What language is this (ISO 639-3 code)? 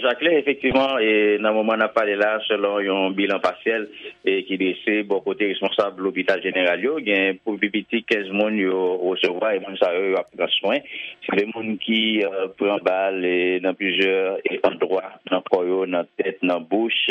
hat